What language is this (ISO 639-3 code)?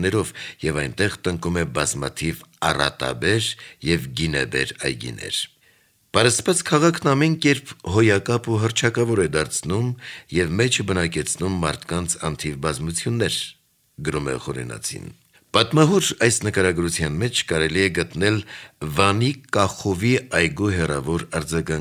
hye